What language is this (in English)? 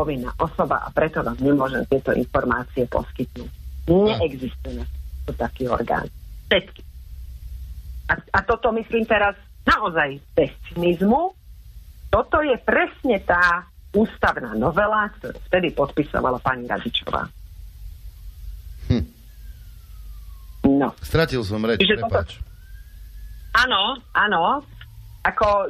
Slovak